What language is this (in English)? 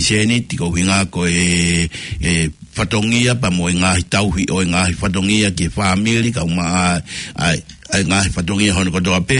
Tongan